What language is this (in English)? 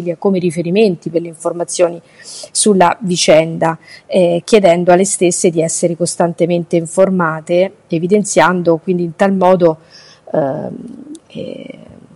Italian